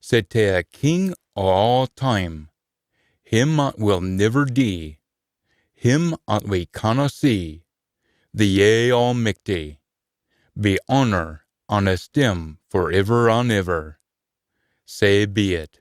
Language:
Scots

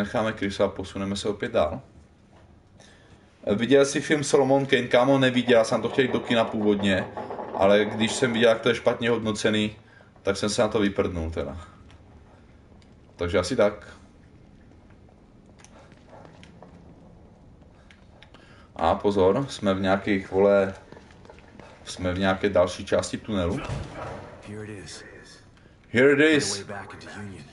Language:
Czech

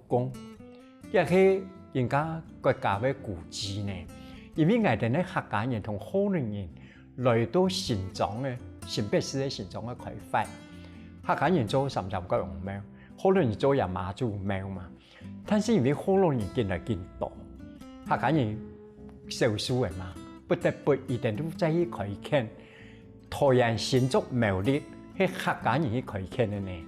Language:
Hakka Chinese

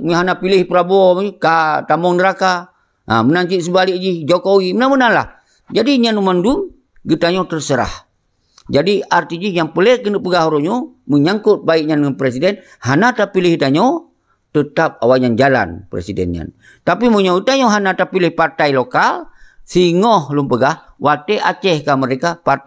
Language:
Achinese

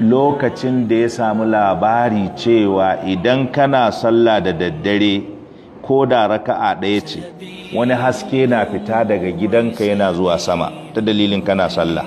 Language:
Hausa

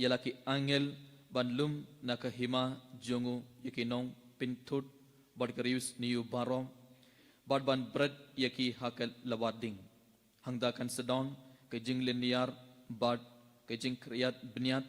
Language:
Khasi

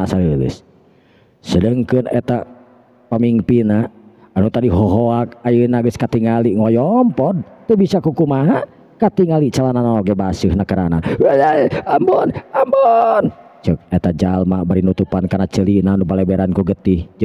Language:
Sundanese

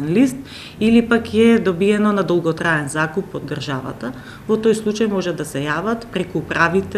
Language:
Macedonian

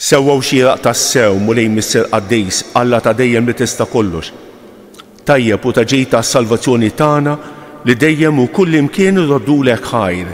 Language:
Maltese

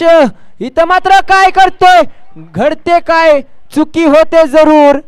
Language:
Marathi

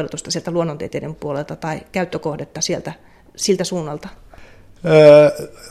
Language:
Finnish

